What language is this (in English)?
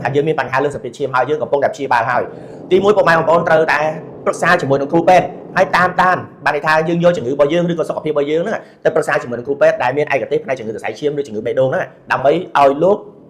Khmer